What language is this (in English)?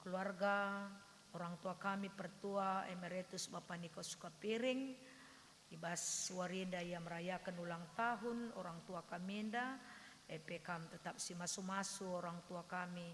Batak Karo